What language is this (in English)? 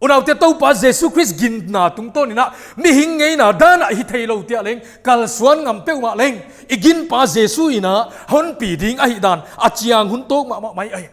Paite Chin